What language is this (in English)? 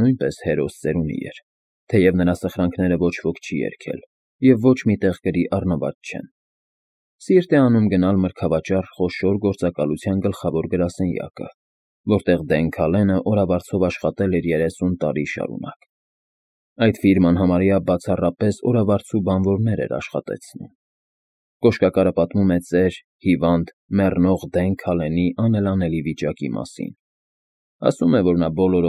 Armenian